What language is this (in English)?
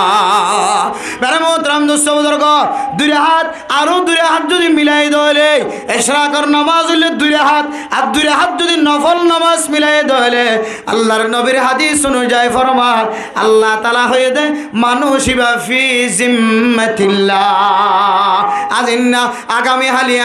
Rohingya